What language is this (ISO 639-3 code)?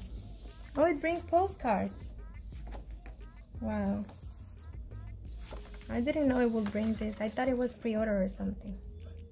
eng